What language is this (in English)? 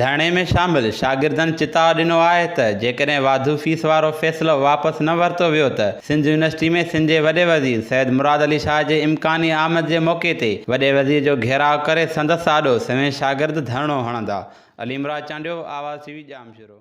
Sindhi